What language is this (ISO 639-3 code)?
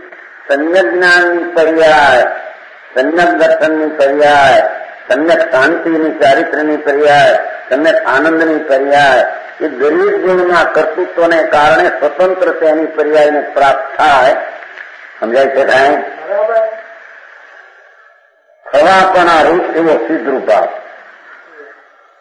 guj